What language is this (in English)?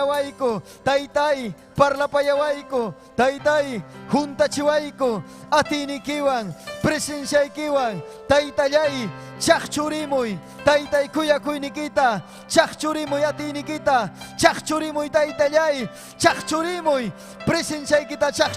Ayacucho Quechua